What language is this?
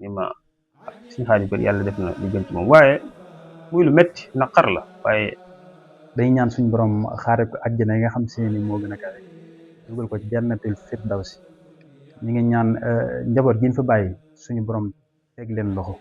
Wolof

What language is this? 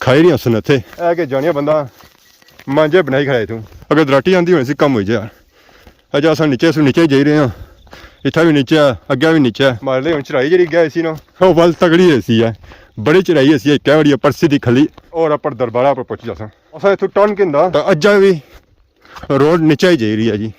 Pahari-Potwari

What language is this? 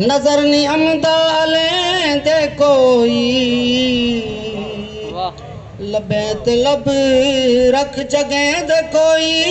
Saraiki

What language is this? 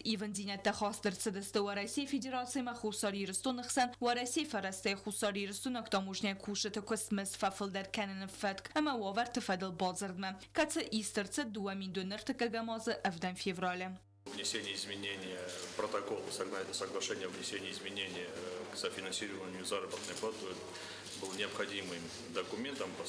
Ossetic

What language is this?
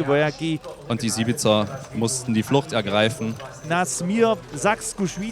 Upper Sorbian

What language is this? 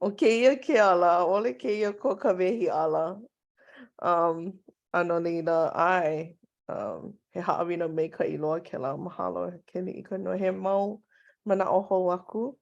Hawaiian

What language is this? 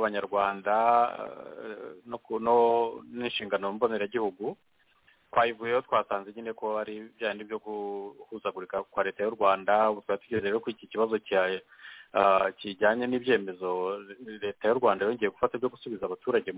Kinyarwanda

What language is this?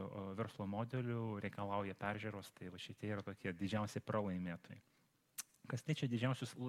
Lithuanian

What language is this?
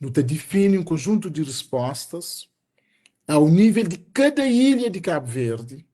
Kabuverdianu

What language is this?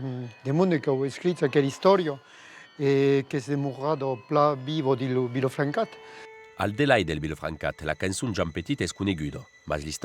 Occitan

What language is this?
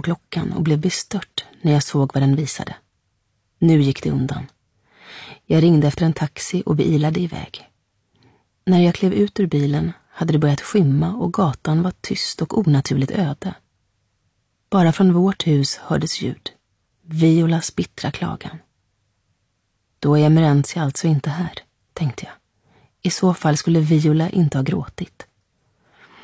Swedish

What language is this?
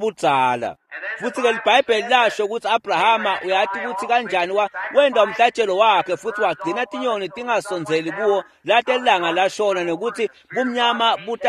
Swati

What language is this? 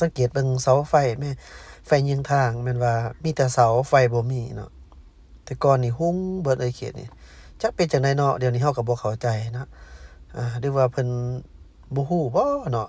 Lao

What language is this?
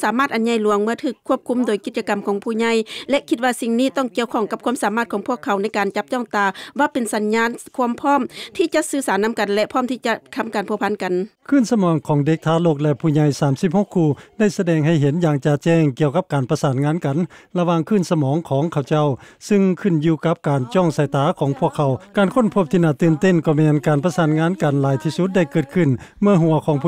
Lao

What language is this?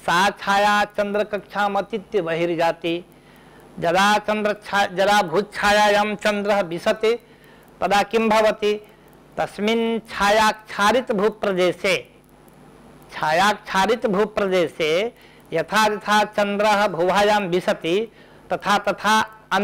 Sanskrit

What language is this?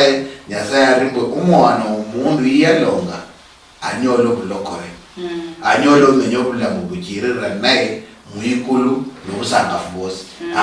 Luyia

